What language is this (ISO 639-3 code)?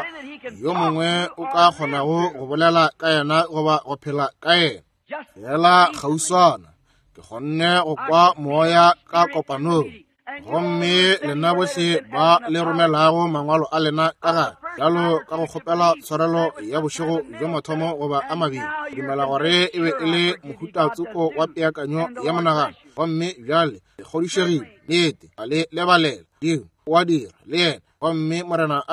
nso